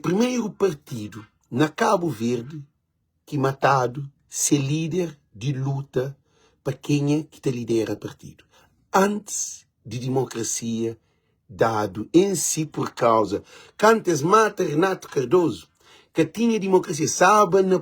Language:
Kabuverdianu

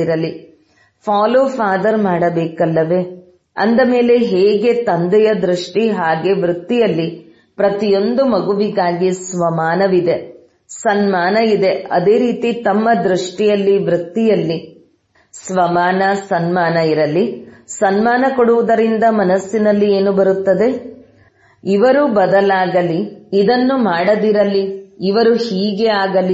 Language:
Kannada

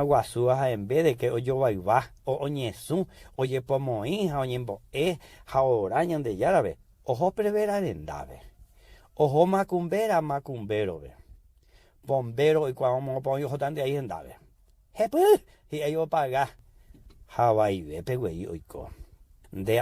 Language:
Guarani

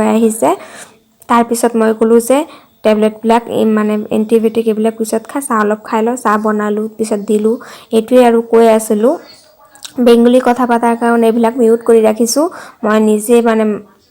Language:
Assamese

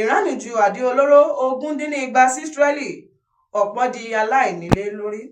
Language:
Yoruba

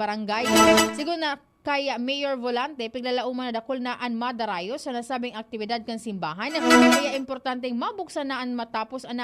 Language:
Bikol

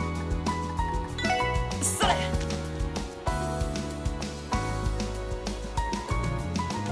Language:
Japanese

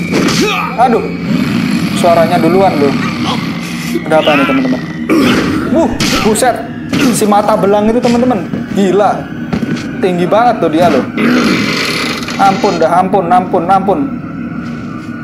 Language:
Indonesian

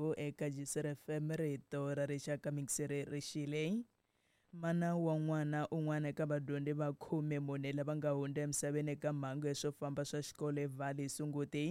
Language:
Tsonga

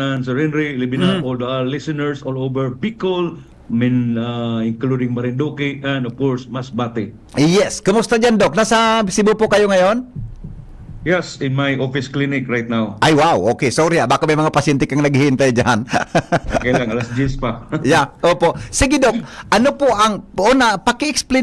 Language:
Bikol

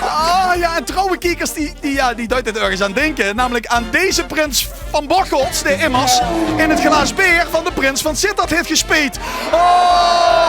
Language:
Limburgish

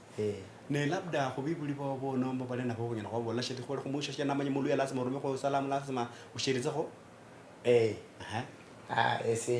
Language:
Luyia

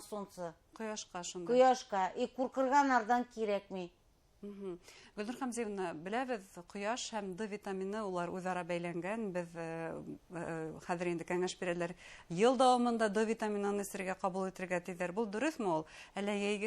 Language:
Bashkir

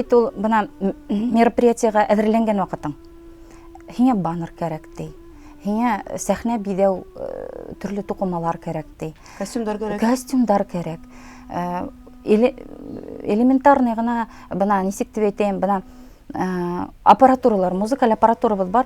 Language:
Bashkir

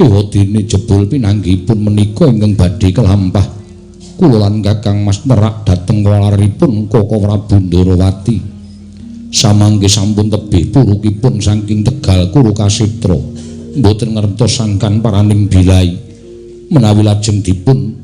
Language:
Javanese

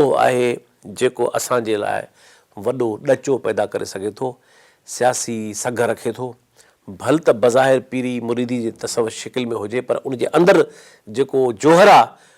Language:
Sindhi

